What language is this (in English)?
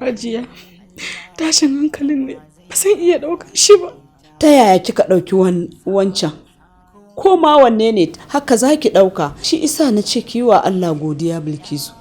Hausa